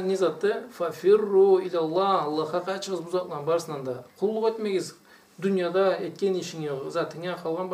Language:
Karachay-Balkar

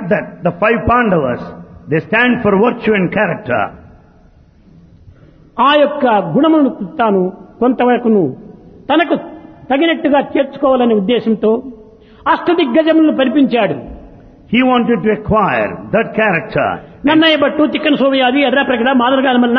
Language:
Telugu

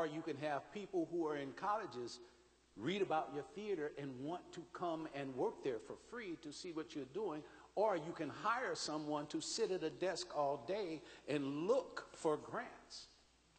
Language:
English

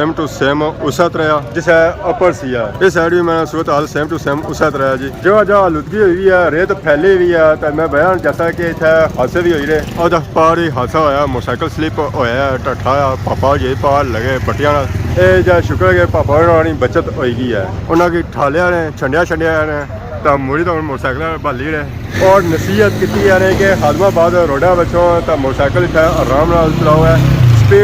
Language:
Pahari-Potwari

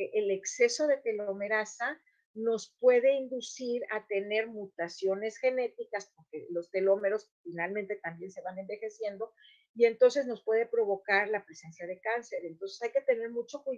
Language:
Ladino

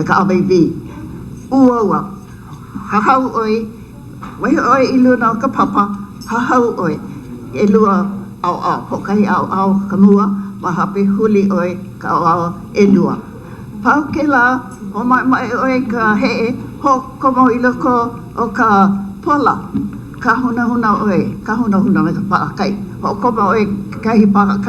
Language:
Hawaiian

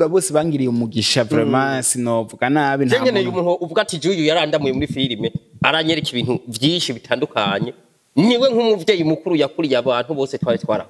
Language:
Rundi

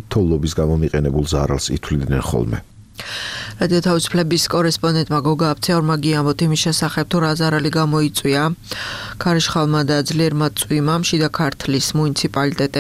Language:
Georgian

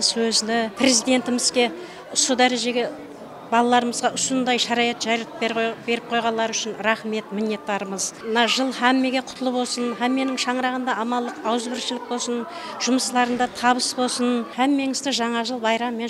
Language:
Kara-Kalpak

